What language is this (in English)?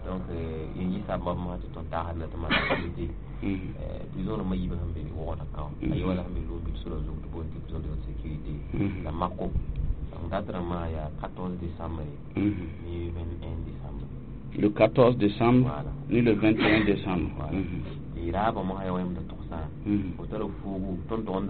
Mossi